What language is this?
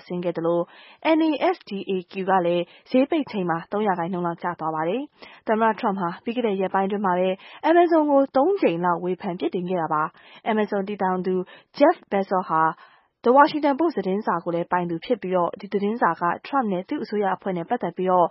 Burmese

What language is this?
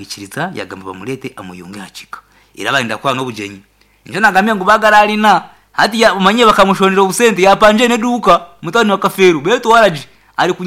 Nyankole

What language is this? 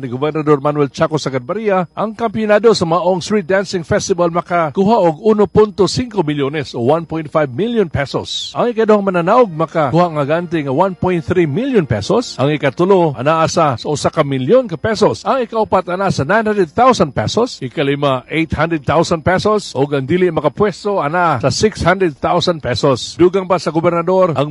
Cebuano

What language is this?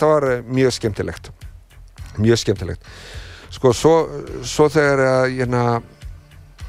Icelandic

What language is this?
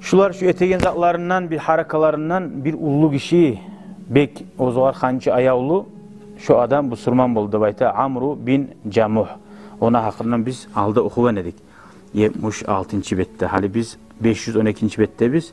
Kumyk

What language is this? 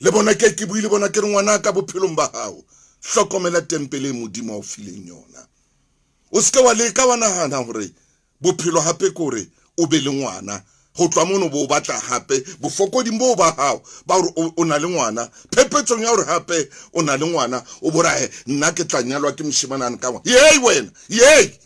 Southern Sotho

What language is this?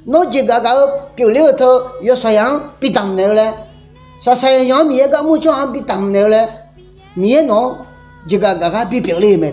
Akha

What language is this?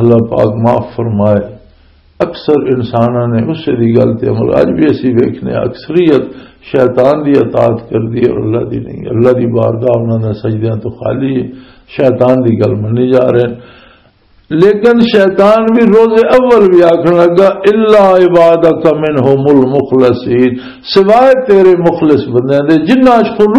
Western Panjabi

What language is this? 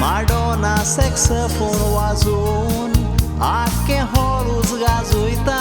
Konkani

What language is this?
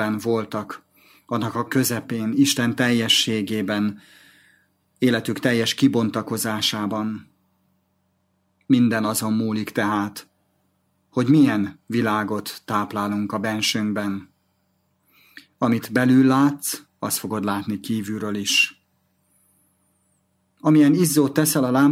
Hungarian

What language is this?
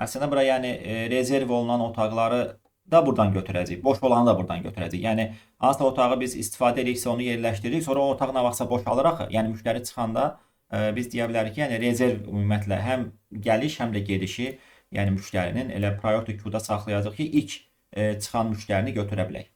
Azerbaijani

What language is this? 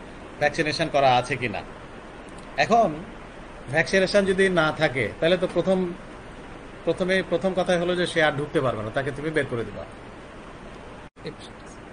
Bangla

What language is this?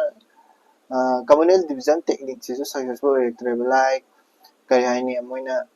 Manipuri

